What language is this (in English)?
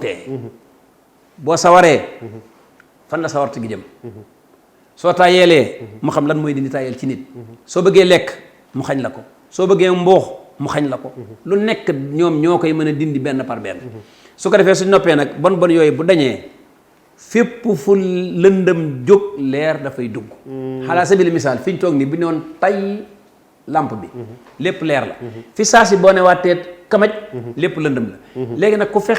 Wolof